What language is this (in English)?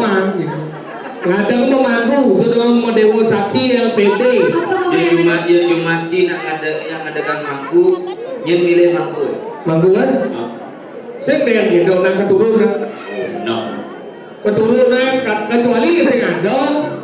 Balinese